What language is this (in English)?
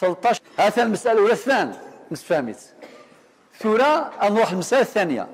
Kabyle